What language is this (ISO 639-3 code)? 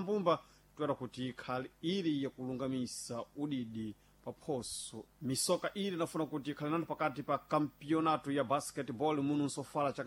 seh